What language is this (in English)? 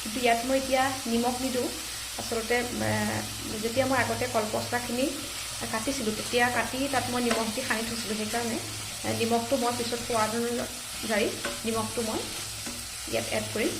Assamese